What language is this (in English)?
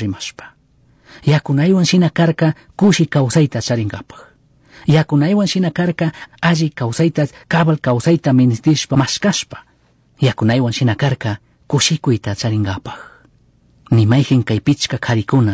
Chimborazo Highland Quichua